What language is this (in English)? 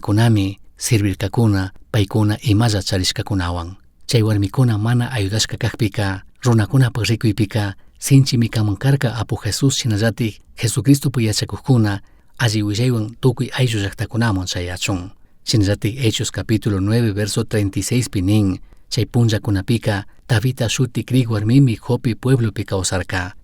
Chimborazo Highland Quichua